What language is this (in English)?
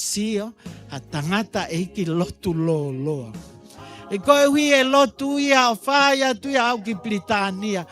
Tongan